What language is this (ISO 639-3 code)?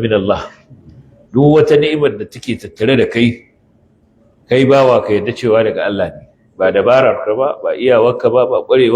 hau